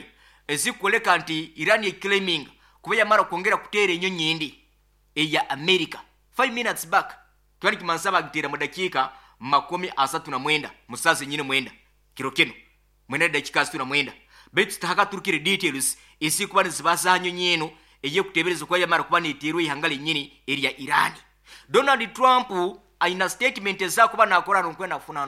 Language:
Nyankole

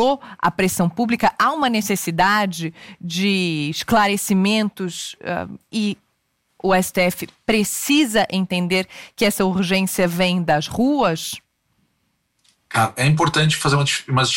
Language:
Portuguese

